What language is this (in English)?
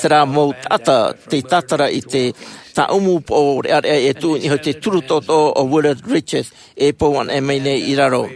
Tahitian